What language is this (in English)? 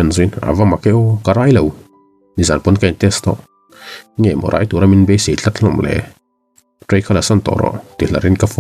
Mizo